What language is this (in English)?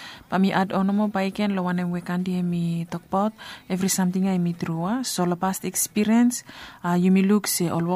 Bislama